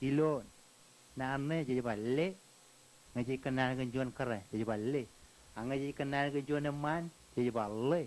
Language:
Marshallese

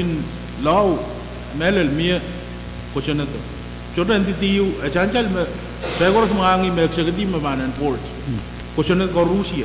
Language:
Pohnpeian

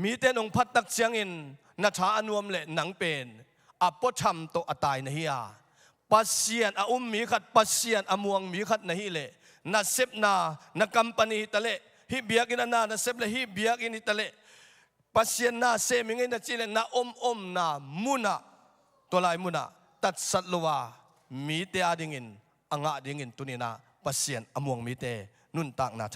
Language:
Tedim Chin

